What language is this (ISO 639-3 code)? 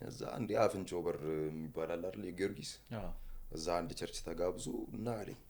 amh